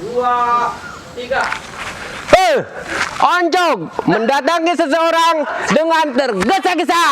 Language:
Betawi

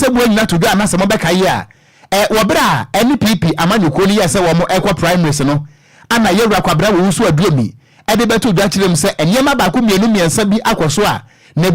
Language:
Akan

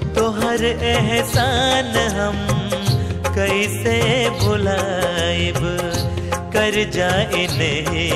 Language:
Bhojpuri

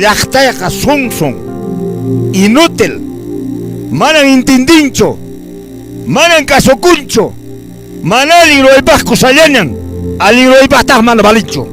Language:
Quechua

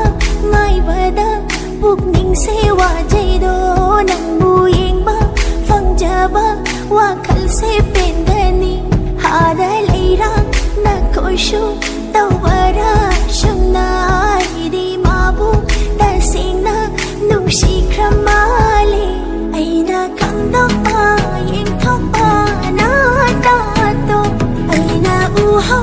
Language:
Manipuri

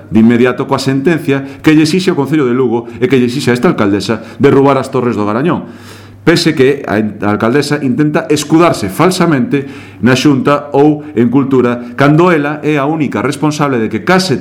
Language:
Galician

